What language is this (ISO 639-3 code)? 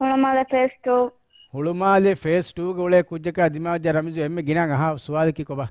div